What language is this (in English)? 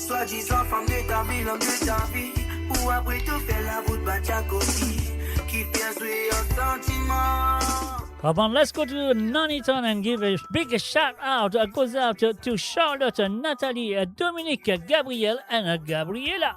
Morisyen